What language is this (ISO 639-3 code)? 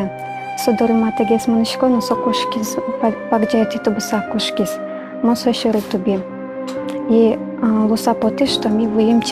udm